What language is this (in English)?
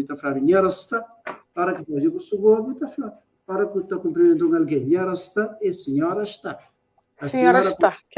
Kabuverdianu